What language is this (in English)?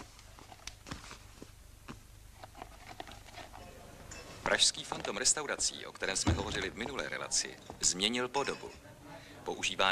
Czech